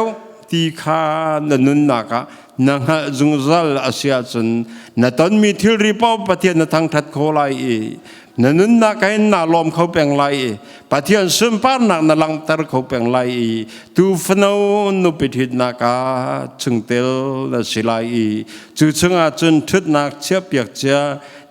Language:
Hakha Chin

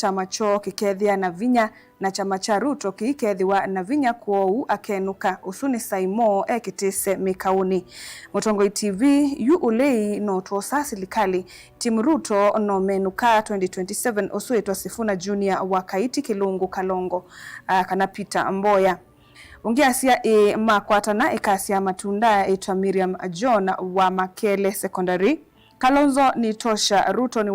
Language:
Kamba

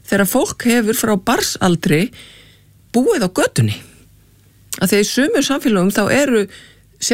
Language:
Icelandic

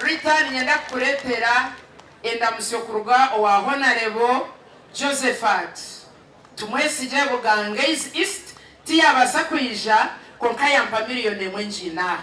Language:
Nyankole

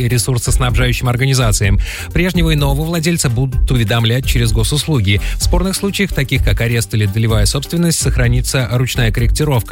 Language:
Russian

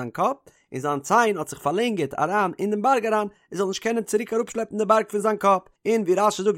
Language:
Yiddish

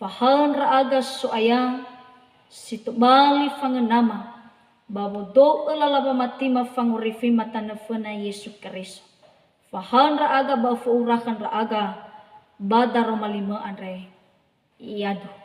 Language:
Nias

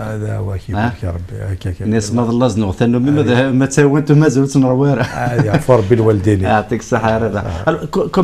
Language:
Kabyle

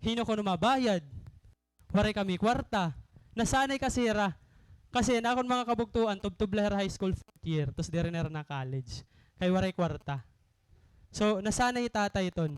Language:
Waray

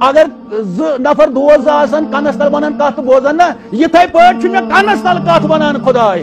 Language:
Kashmiri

